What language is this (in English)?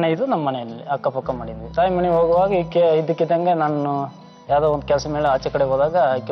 Kannada